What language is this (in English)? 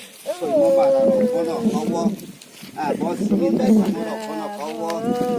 Riang (India)